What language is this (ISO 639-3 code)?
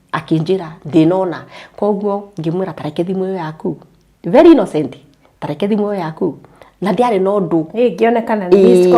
kik